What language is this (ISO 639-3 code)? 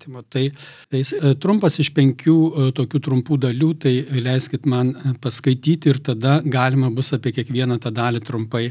lit